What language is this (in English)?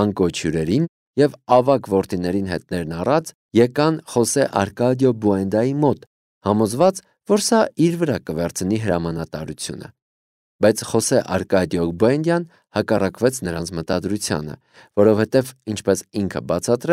Armenian